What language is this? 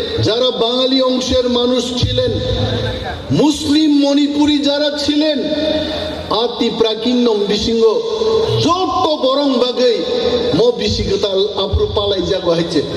Kok Borok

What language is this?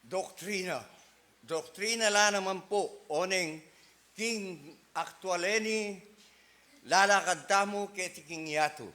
Pampanga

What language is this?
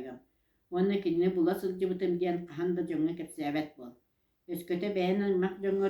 Yakut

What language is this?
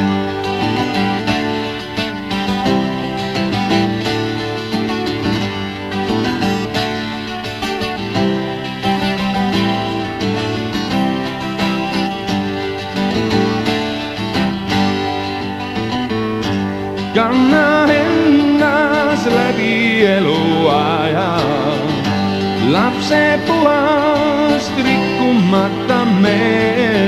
Estonian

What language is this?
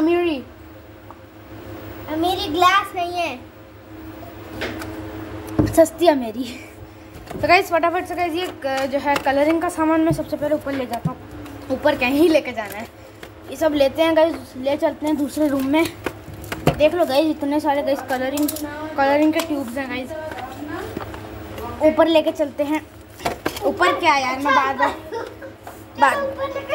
Hindi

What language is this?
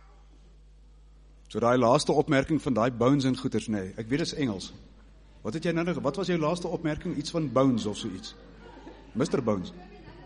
Afrikaans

